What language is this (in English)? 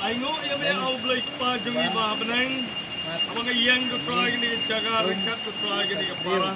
Khasi